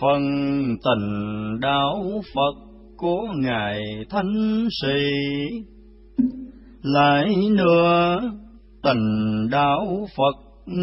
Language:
Vietnamese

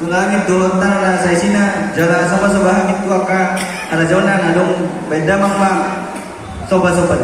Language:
Batak Toba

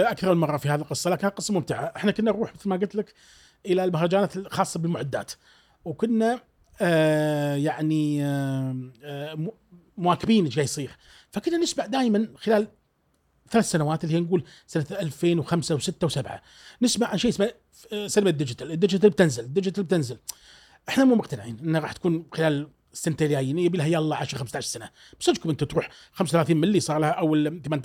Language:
Gulf Arabic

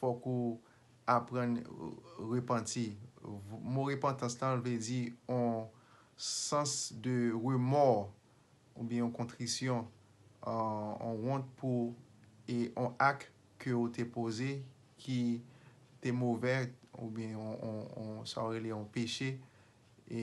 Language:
Haitian Creole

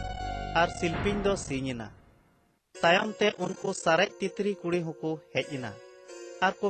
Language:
Santali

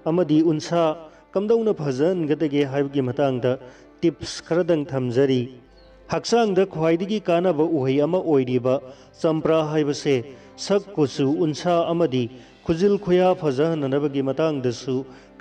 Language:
Manipuri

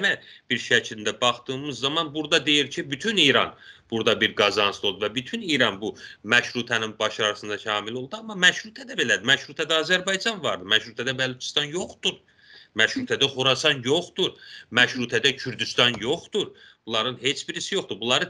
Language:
South Azerbaijani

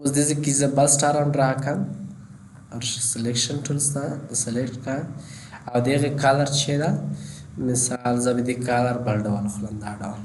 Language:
Pashto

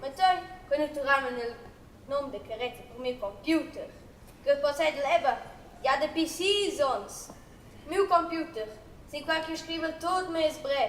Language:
Romansh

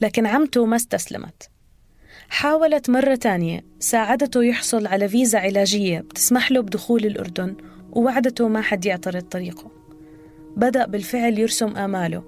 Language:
North Levantine Arabic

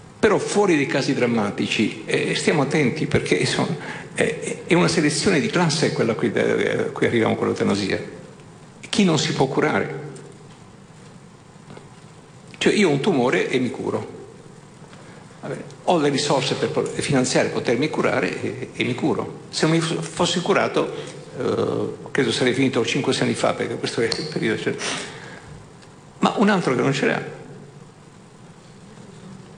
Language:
Italian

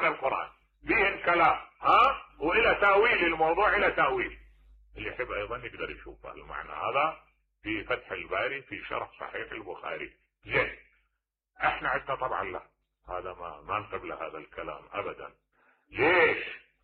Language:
Mesopotamian Arabic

